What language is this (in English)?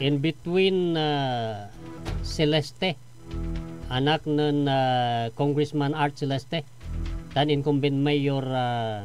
Pangasinan